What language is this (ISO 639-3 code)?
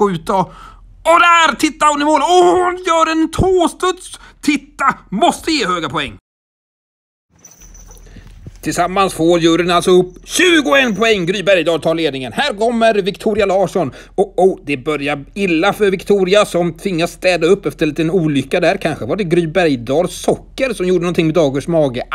swe